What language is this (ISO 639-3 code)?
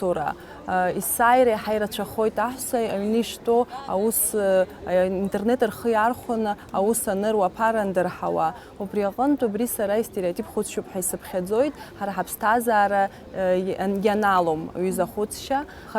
abk